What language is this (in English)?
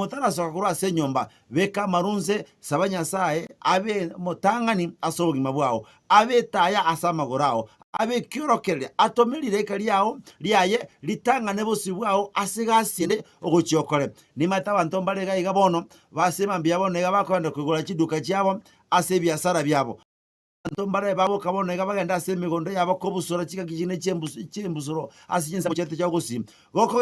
Gusii